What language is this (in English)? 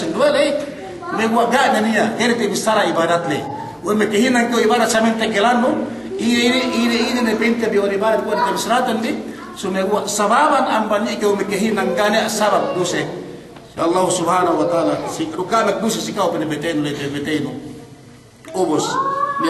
Yakan